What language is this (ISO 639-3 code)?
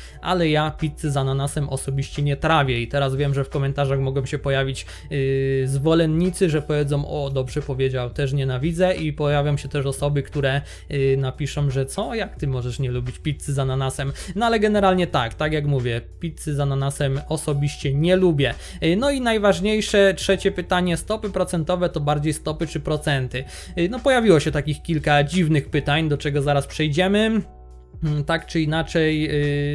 pol